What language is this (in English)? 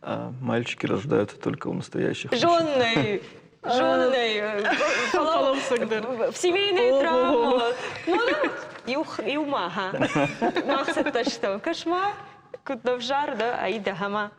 Ossetic